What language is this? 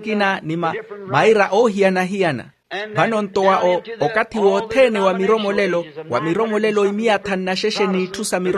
Makhuwa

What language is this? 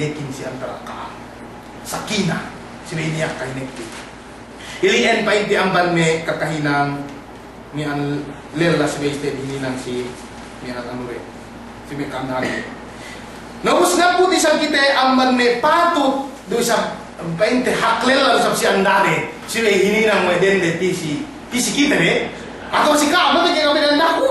Yakan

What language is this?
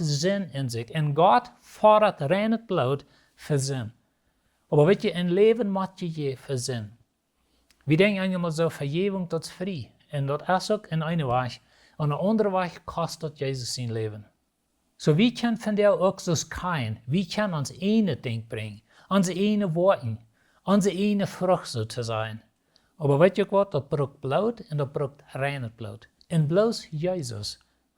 Plautdietsch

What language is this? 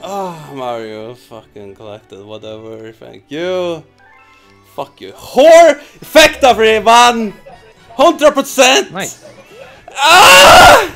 Faroese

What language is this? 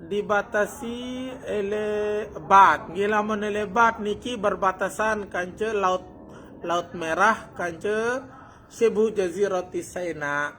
Sasak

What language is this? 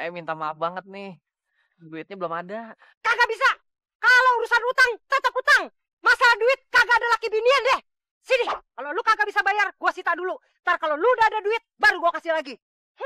Betawi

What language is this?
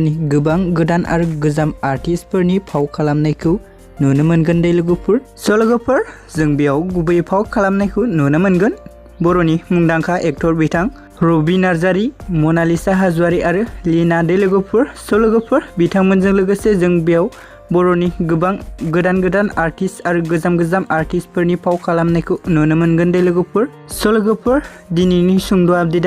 Bodo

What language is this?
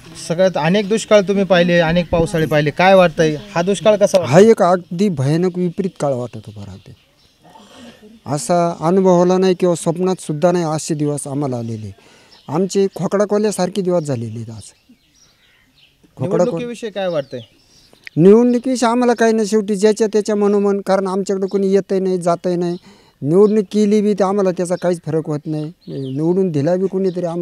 Marathi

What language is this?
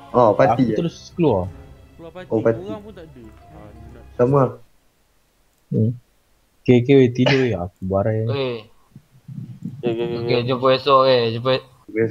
Malay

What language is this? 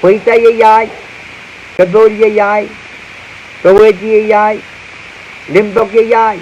Pohnpeian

